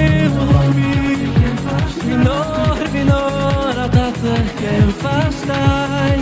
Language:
Yiddish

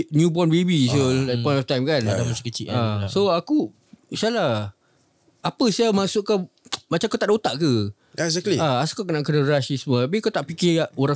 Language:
Malay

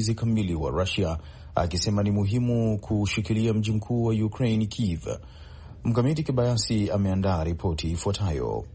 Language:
Swahili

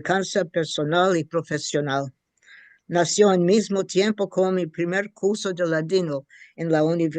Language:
Ladino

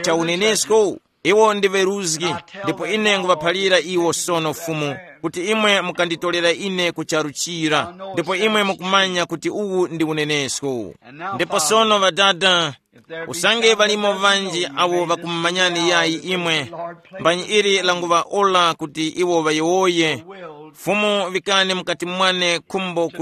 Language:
Tumbuka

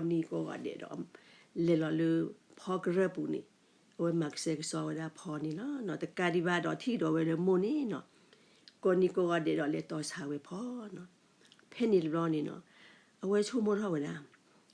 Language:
S'gaw Karen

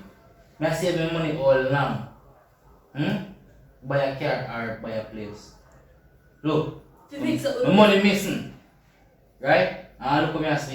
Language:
Jamaican Creole English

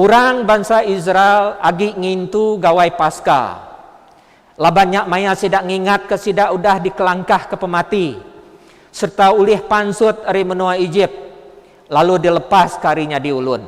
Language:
Iban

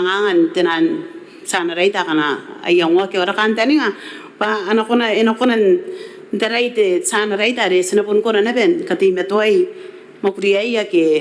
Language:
Gilbertese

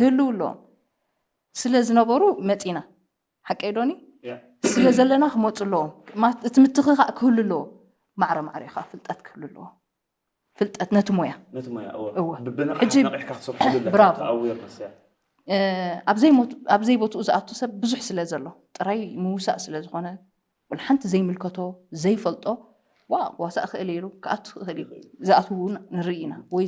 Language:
Tigrinya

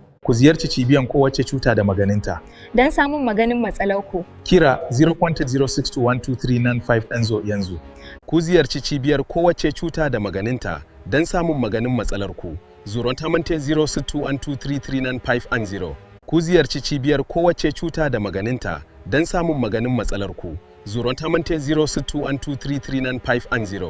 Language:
Hausa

